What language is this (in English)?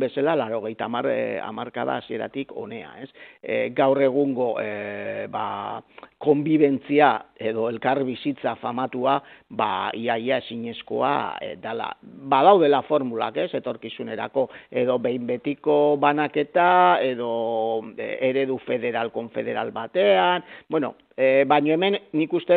Basque